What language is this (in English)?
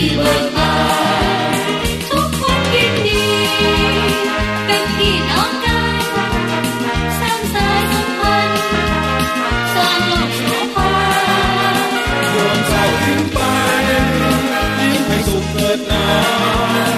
Thai